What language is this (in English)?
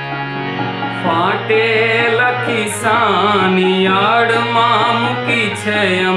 Gujarati